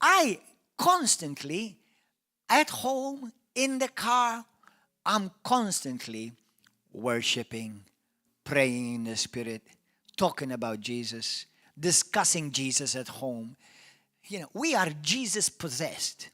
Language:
English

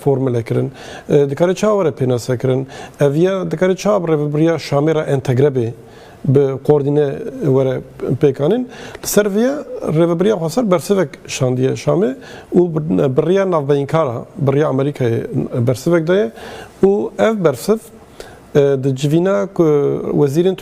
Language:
Kurdish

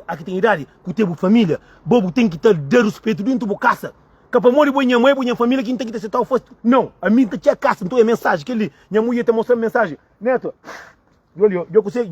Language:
Kabuverdianu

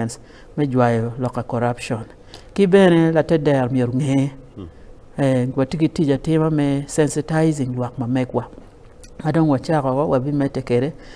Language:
Acoli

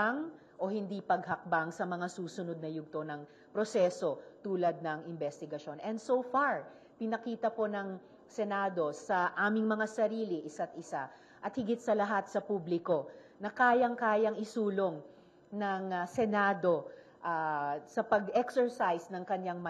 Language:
Filipino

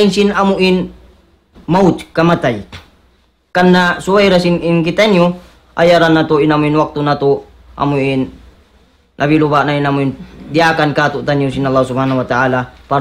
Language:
Tausug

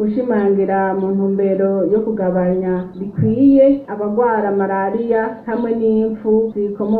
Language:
Rundi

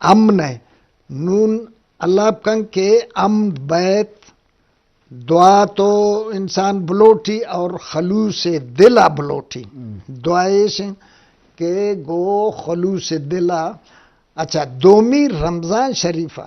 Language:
Eastern Balochi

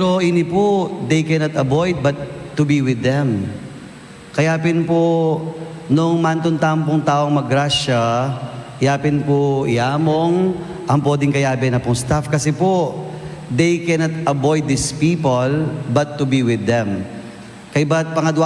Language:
Pampanga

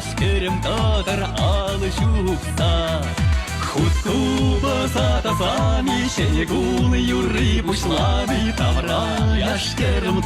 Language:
Chuvash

